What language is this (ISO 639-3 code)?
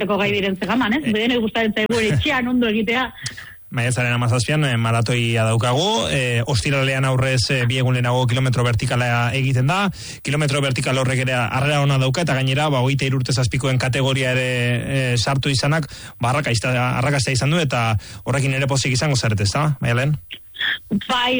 eus